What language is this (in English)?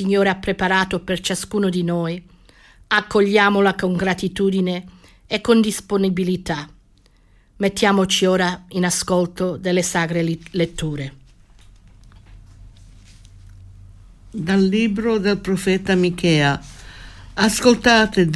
Italian